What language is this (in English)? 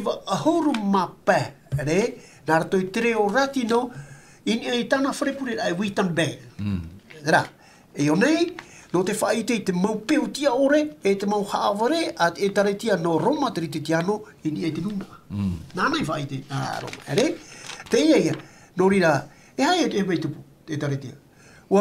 Tahitian